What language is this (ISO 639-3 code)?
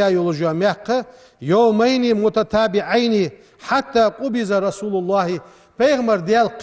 inh